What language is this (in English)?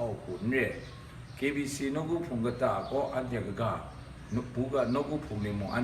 Kachin